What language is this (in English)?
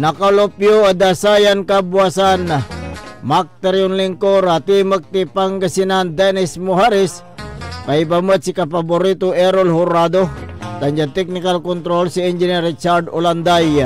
Pangasinan